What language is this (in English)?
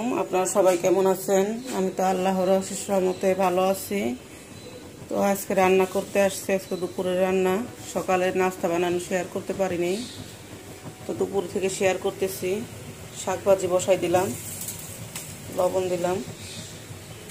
Bangla